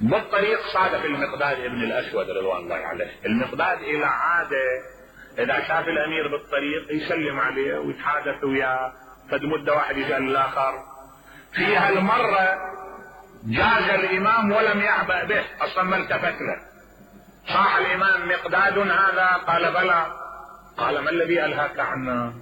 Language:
Mesopotamian Arabic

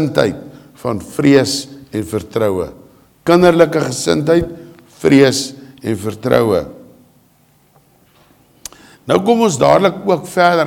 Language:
Afrikaans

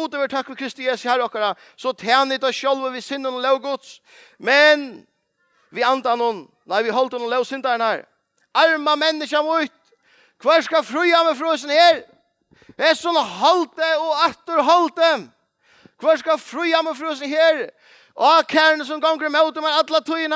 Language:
Faroese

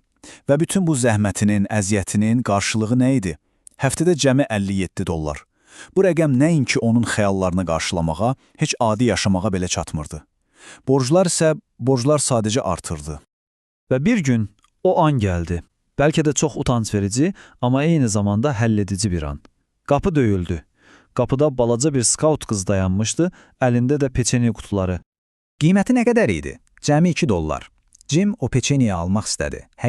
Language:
Azerbaijani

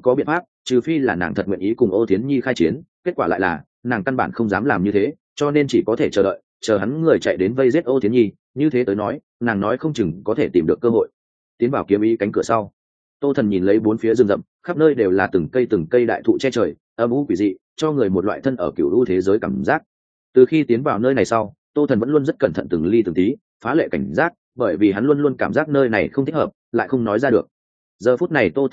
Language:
Vietnamese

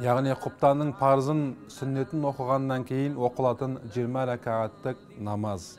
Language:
Kazakh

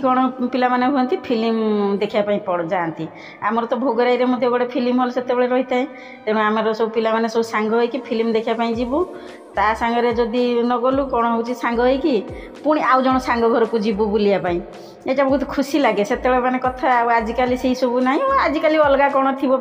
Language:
Odia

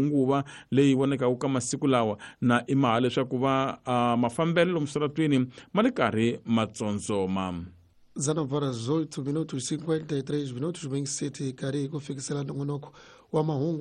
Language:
Tsonga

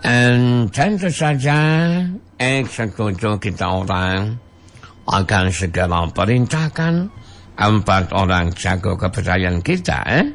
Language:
Sundanese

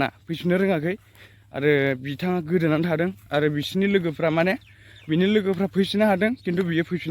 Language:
Bodo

